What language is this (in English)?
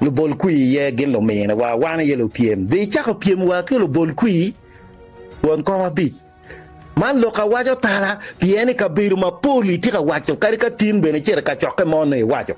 Acoli